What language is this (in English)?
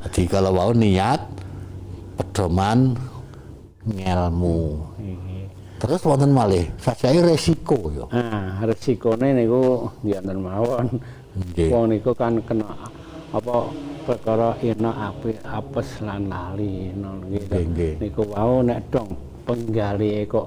Javanese